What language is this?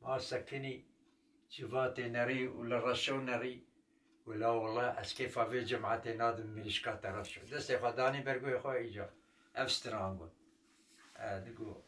Kurdish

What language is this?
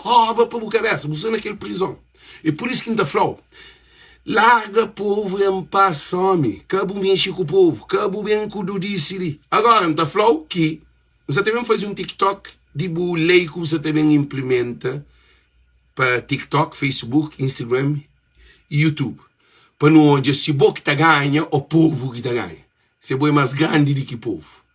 Kabuverdianu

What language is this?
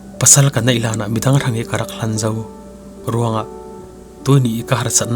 Falam Chin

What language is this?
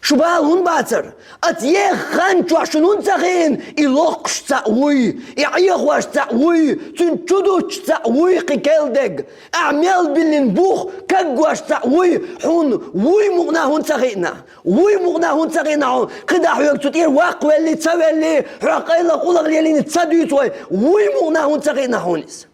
Chechen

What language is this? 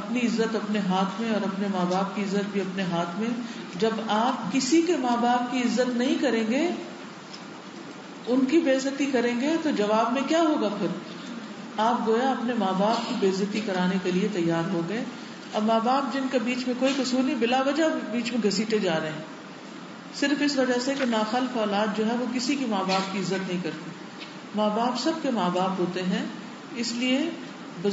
Urdu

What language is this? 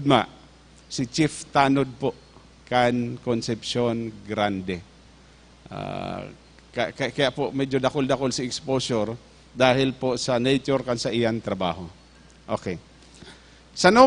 Bikol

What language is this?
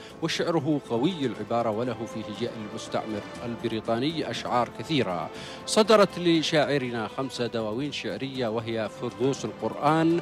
Arabic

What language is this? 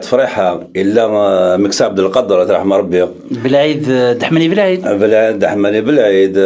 Kabyle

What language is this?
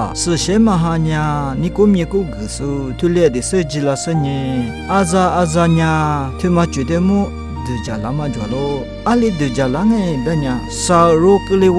Lisu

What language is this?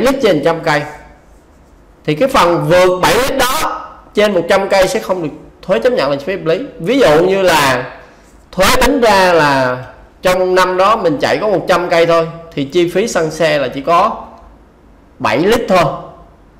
Vietnamese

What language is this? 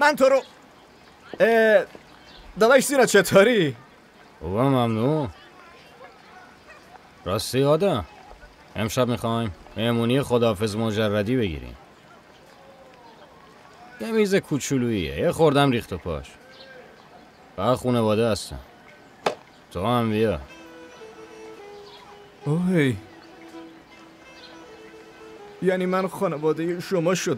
Persian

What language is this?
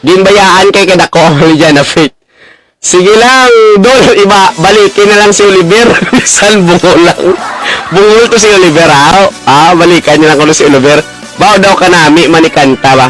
Hiligaynon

